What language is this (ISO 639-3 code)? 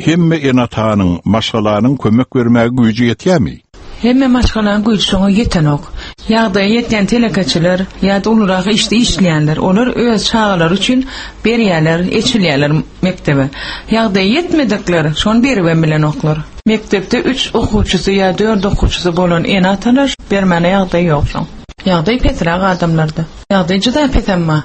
tuk